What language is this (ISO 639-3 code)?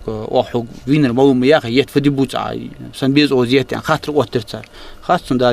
inh